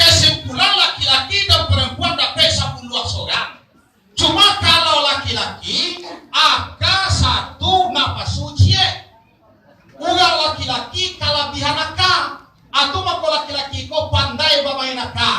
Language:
Minangkabau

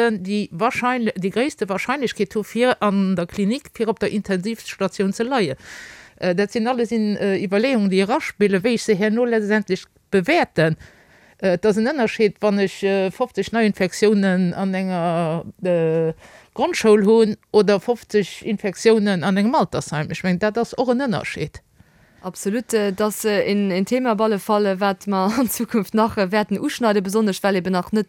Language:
Luxembourgish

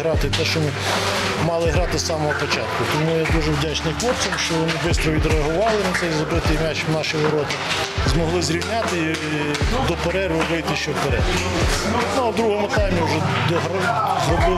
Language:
Ukrainian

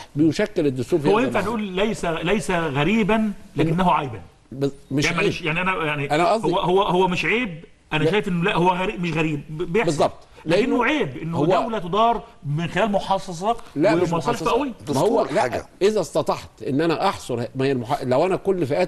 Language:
Egyptian Arabic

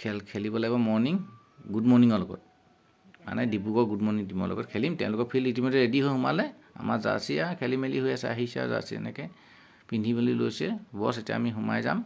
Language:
Assamese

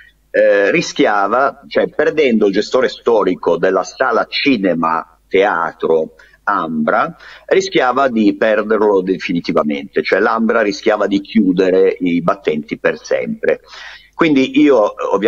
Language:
Italian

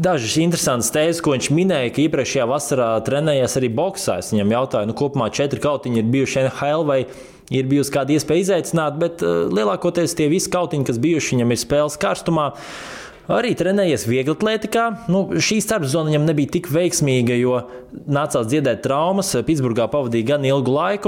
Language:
Latvian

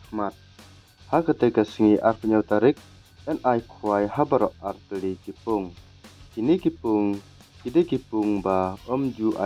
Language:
Khasi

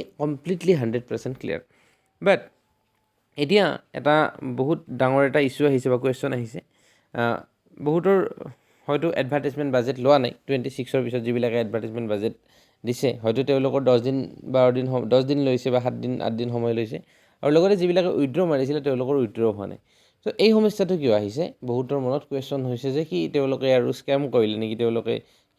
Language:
Assamese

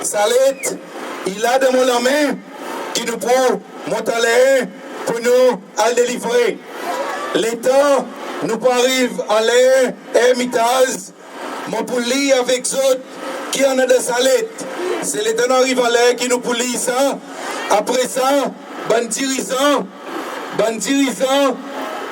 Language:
Seselwa Creole French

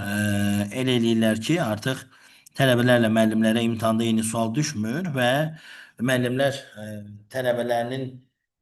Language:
Azerbaijani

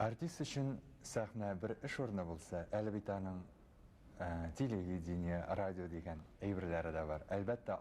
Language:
Tatar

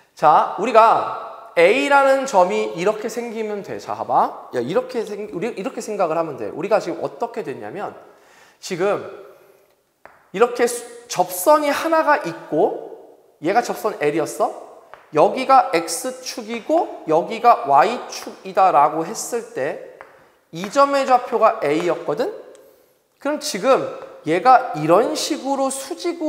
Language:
Korean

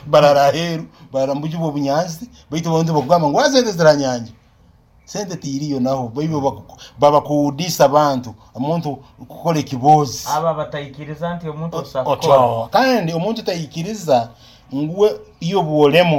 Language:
Nyoro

